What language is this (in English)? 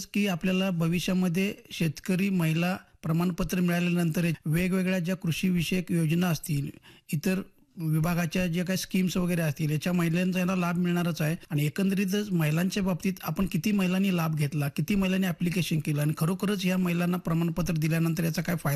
Marathi